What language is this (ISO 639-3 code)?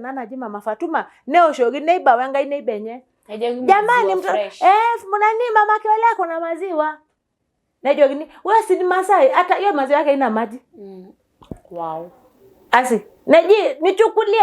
mas